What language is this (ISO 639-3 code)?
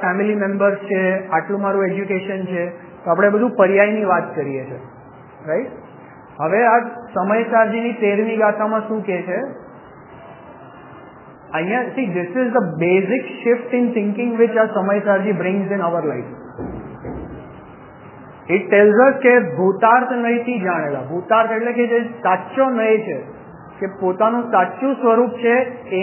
guj